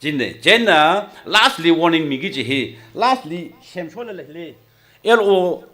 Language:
Tangkhul Naga (India)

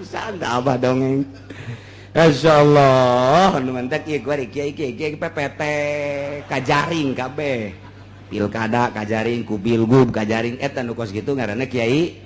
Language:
Sundanese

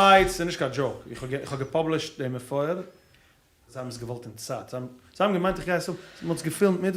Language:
Yiddish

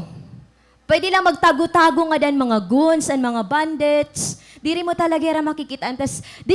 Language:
Waray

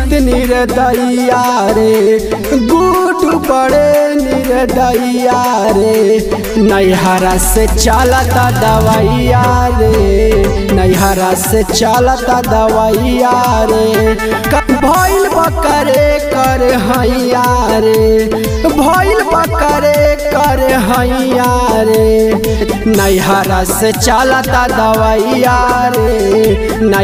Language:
Bhojpuri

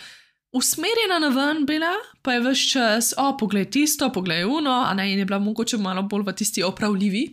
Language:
Slovenian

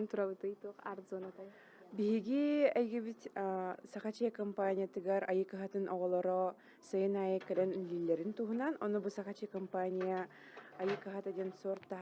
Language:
Yakut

